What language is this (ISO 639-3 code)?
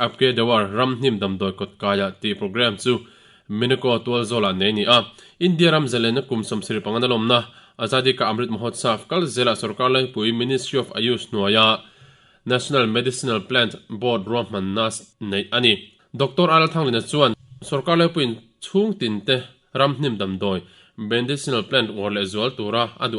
lus